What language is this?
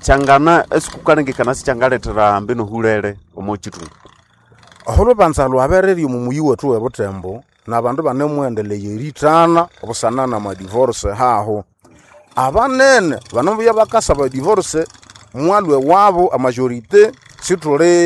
Nande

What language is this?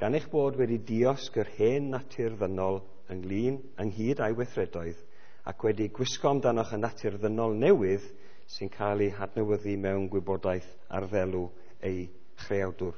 Welsh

